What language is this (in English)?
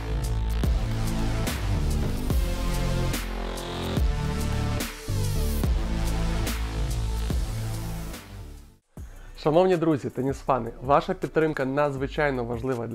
Ukrainian